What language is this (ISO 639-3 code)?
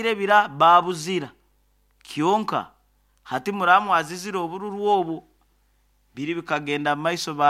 nyo